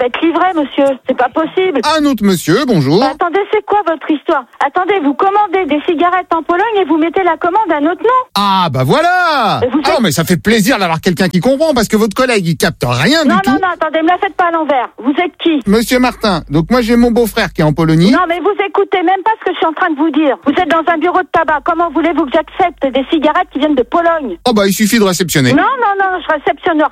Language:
French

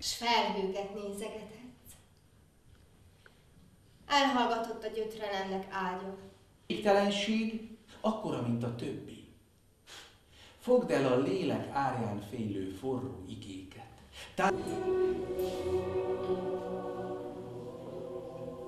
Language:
Hungarian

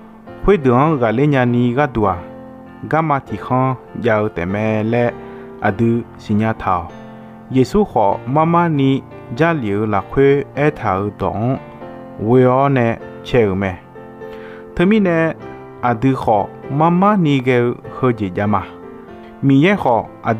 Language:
Akha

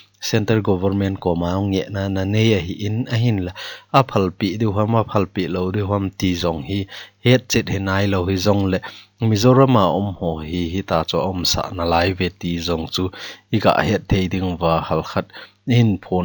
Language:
Thado Chin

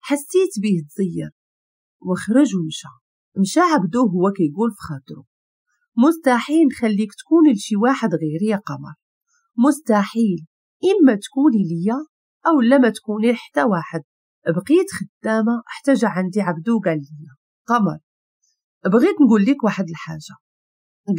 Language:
Moroccan Arabic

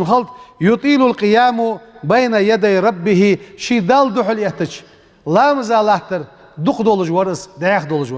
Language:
Ingush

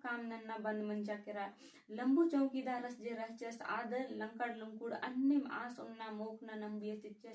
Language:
Kurukh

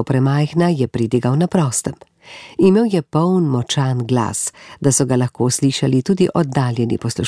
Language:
Slovenian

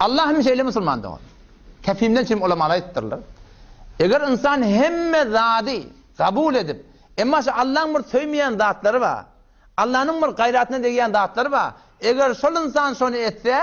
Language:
Turkmen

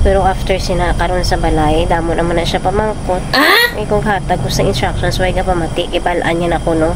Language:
Hiligaynon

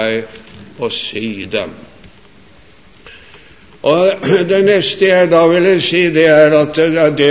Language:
Norwegian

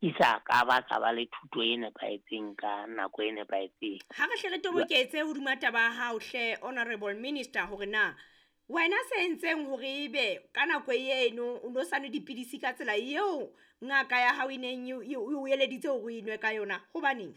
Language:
Southern Sotho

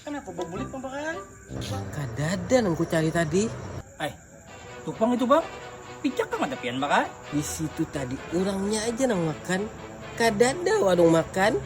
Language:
Banjar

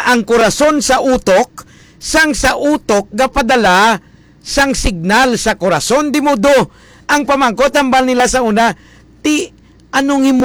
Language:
Hiligaynon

